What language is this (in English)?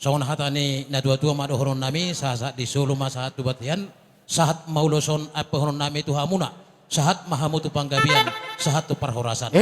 Batak Toba